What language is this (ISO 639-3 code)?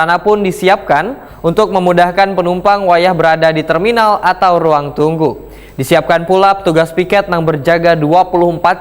bjn